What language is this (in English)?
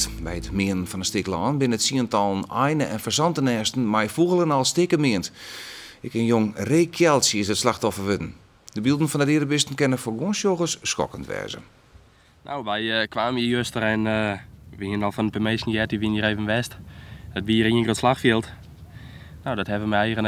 Western Frisian